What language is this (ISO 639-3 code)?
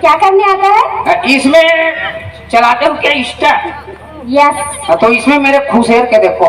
hne